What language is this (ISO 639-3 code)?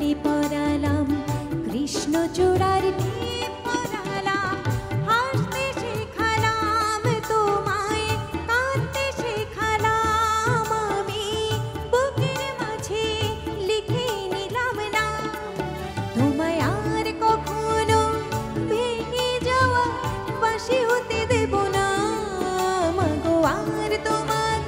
ben